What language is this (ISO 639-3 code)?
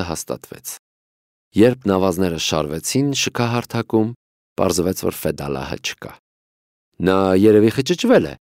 hye